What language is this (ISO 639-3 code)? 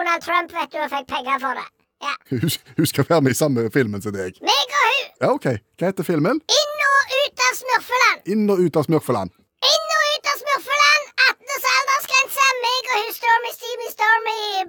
nor